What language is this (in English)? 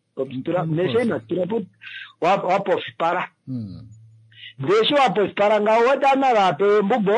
Kuanyama